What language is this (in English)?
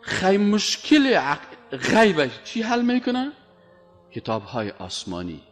Persian